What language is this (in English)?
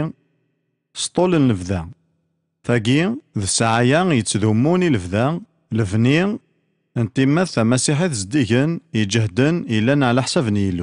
Kabyle